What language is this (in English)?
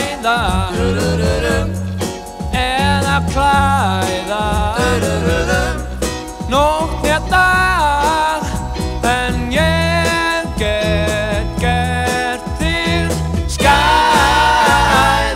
Icelandic